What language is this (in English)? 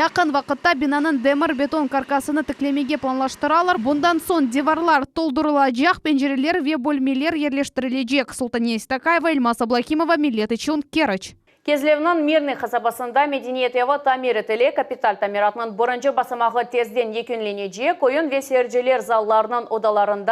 Crimean Tatar